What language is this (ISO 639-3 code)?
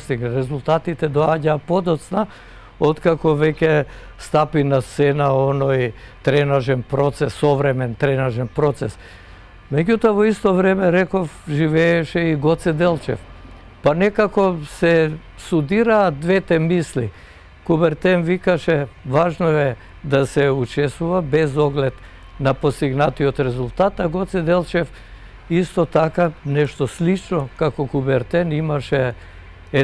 mkd